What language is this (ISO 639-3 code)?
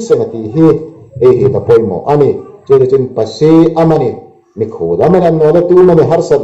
hmr